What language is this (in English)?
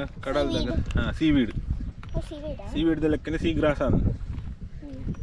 Tulu